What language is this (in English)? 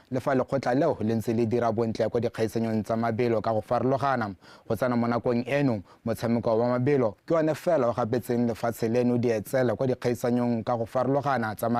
Tswana